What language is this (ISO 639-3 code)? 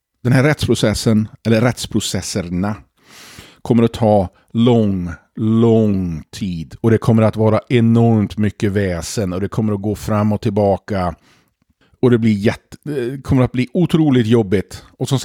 swe